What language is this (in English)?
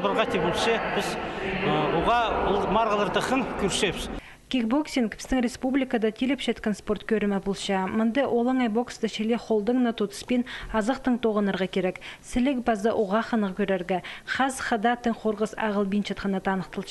Khakas